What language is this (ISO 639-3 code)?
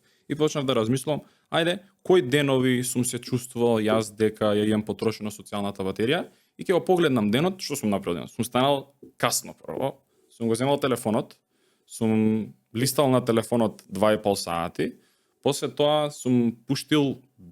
mkd